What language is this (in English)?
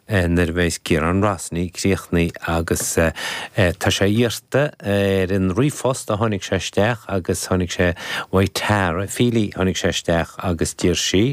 Irish